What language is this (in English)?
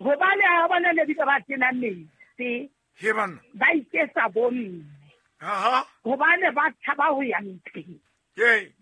Southern Sotho